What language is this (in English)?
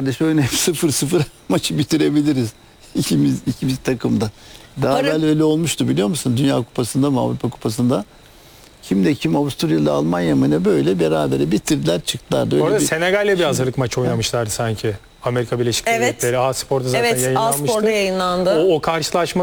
Turkish